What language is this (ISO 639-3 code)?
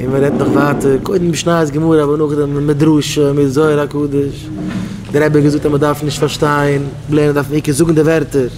yid